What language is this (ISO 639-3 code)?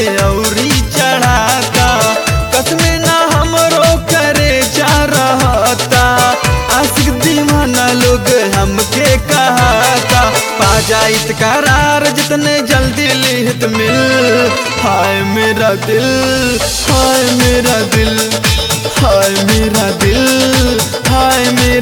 bho